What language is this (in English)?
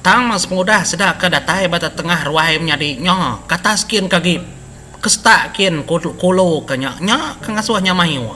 Iban